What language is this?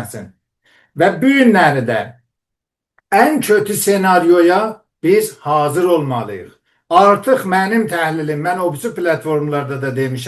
South Azerbaijani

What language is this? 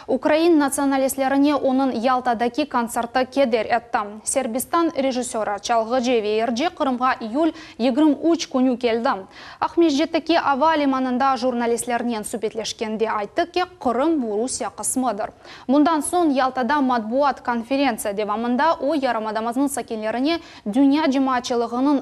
Crimean Tatar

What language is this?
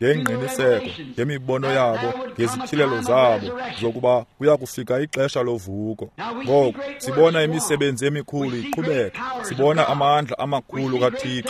Xhosa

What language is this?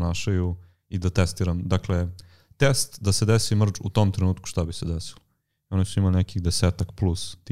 Serbian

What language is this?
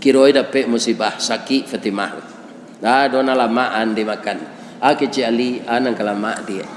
Minangkabau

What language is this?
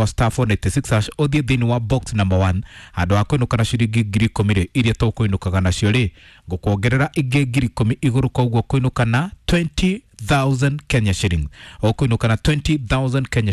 Kikuyu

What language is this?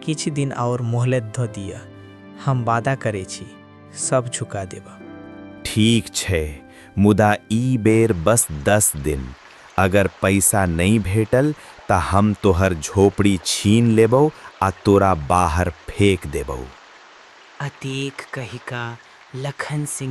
Maithili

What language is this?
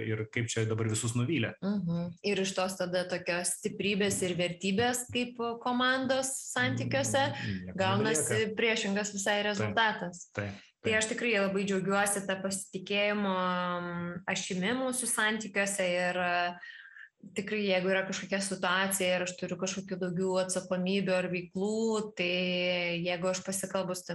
Lithuanian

